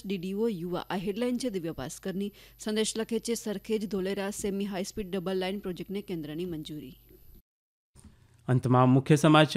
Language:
Gujarati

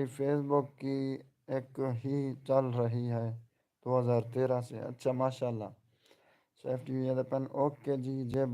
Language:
Saraiki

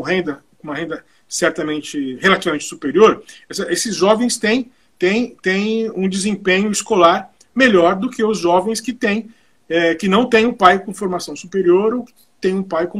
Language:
Portuguese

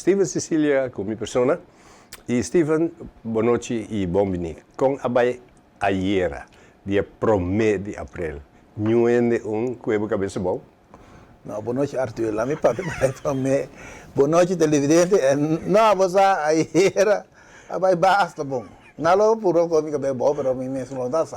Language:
Papiamento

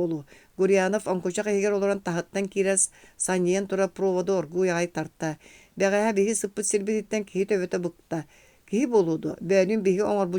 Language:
Yakut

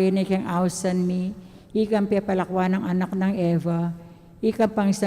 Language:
Pampanga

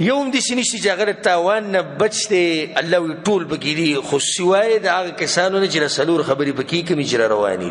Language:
Pashto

